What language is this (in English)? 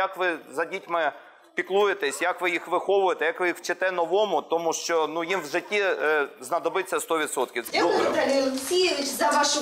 Ukrainian